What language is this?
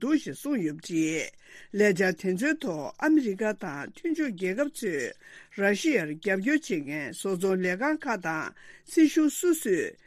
Tibetan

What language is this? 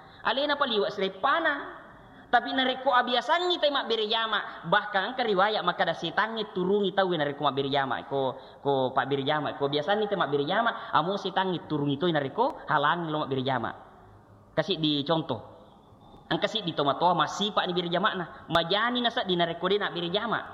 Buginese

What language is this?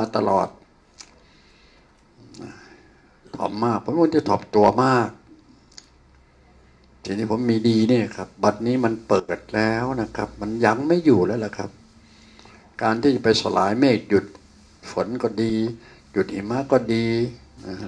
Thai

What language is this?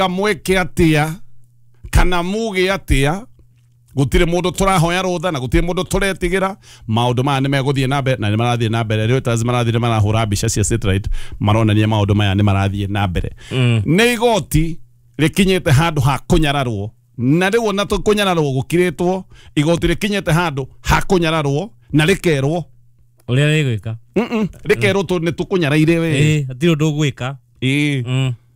Kikuyu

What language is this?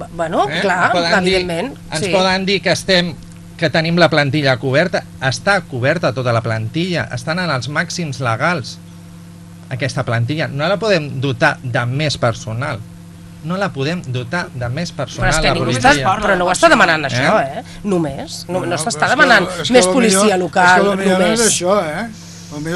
Catalan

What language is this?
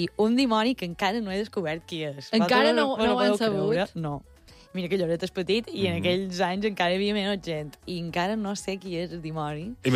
Catalan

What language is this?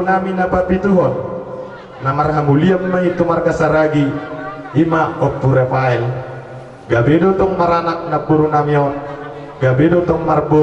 Batak Toba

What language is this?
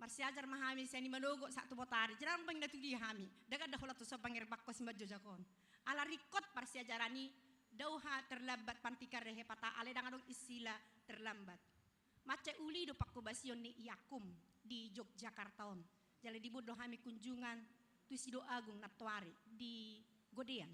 Batak Toba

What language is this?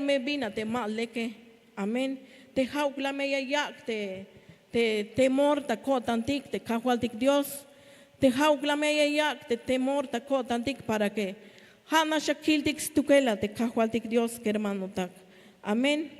Tzeltal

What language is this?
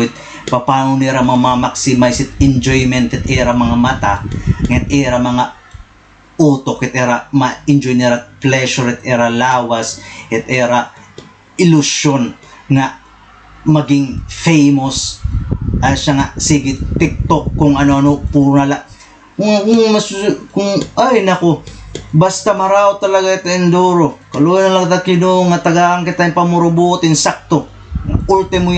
Waray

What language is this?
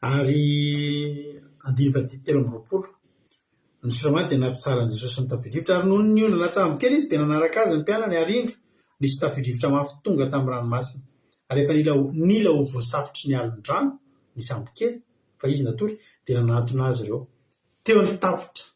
Malagasy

